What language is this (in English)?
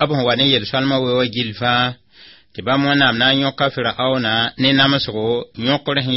Mossi